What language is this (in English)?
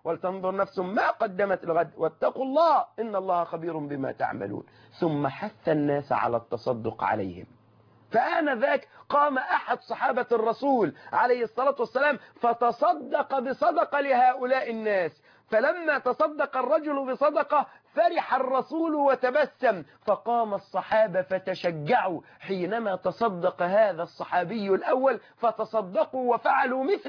Arabic